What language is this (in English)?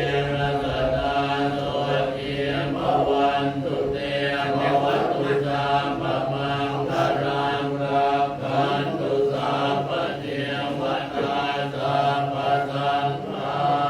Pali